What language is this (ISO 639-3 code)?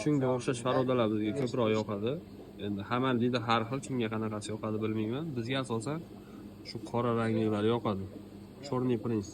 uzb